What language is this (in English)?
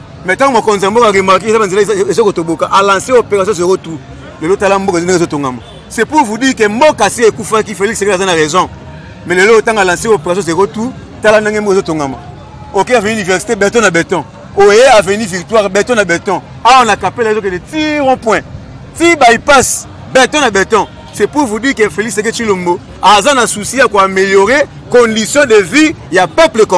Lingala